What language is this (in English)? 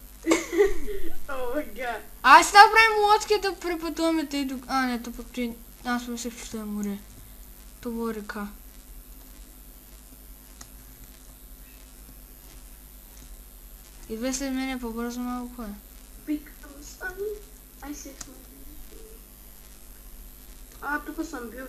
Bulgarian